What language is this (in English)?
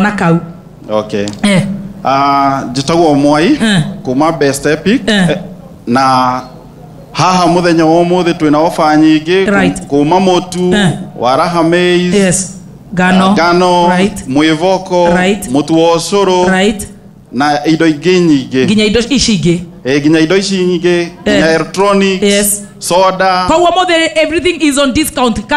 Kikuyu